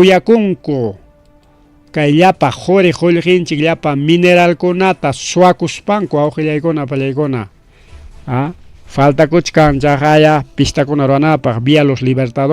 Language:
Ayacucho Quechua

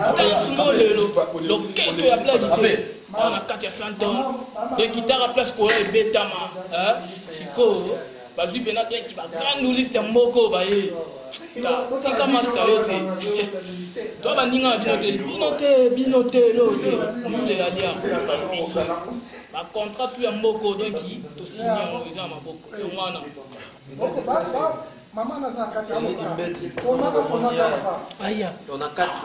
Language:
Lingala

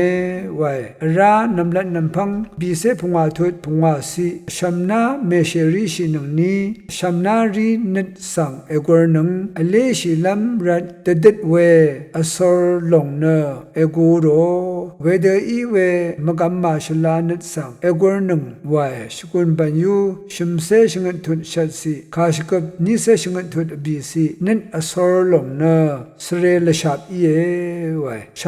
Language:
Rawang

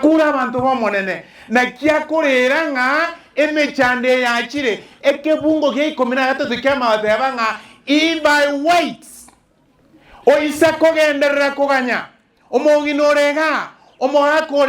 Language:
Gusii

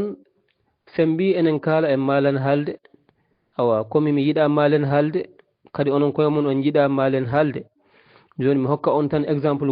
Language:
Fula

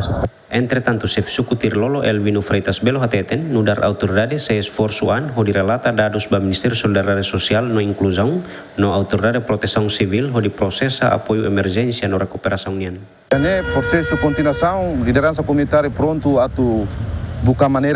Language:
Tetum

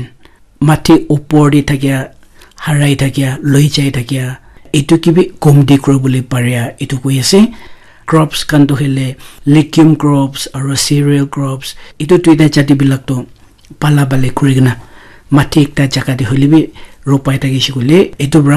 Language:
Naga Pidgin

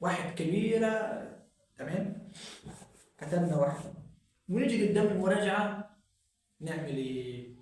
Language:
Egyptian Arabic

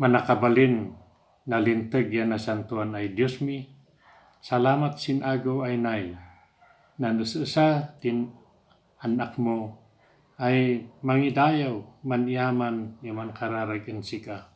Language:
Kankanaey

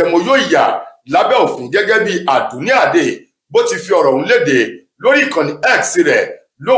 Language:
Yoruba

